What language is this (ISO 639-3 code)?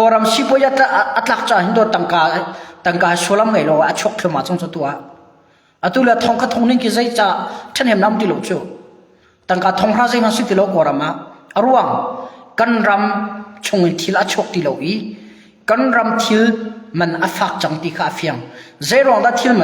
cnh